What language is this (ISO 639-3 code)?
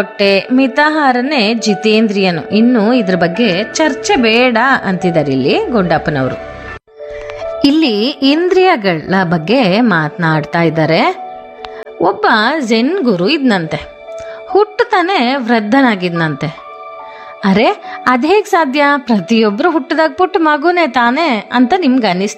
kan